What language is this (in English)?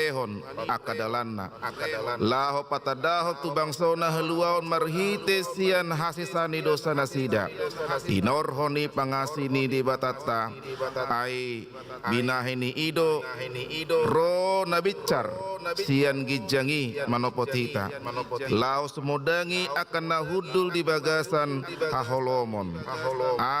Batak Toba